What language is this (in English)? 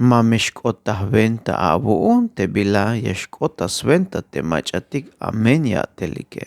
Tzeltal